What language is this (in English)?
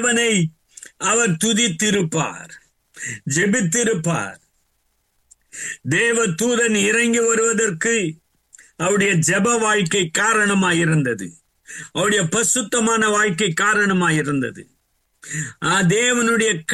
Tamil